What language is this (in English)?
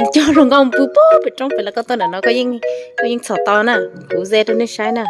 Hmong